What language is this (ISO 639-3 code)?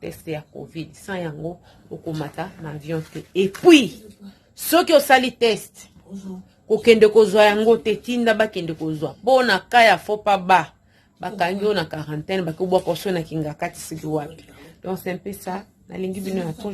lin